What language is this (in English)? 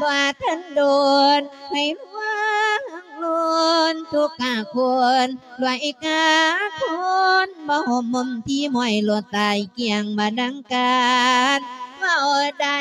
Lao